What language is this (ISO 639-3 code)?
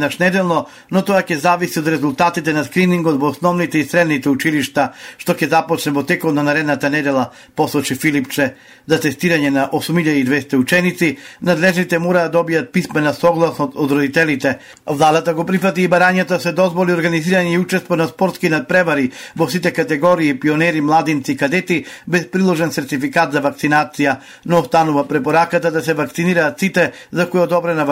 mkd